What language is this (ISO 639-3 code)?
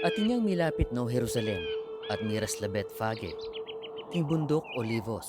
pam